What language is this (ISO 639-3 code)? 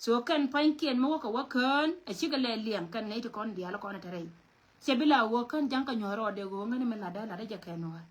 nus